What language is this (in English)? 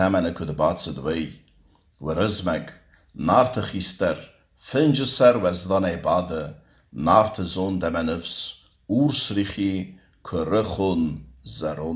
Ossetic